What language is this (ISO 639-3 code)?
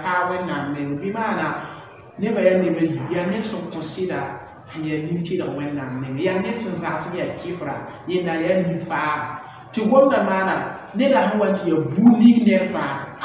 mos